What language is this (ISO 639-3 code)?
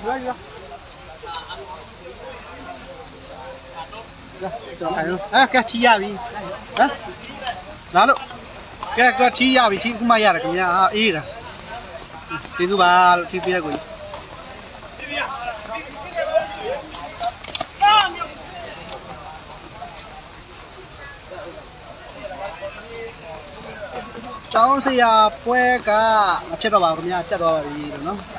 mya